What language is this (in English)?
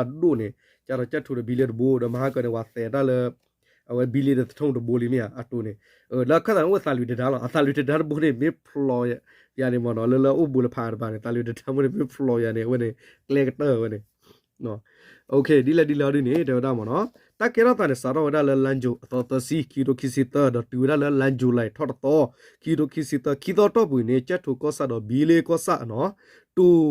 S'gaw Karen